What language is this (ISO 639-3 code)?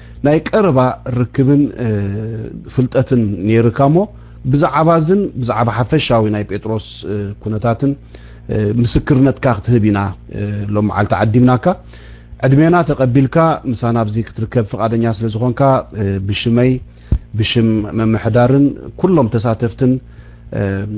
tir